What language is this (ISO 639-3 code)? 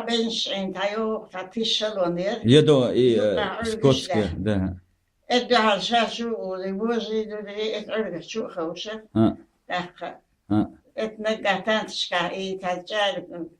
che